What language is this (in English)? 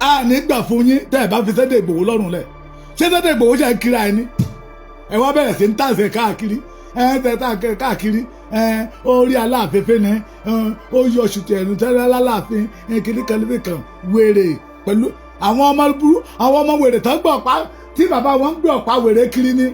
Yoruba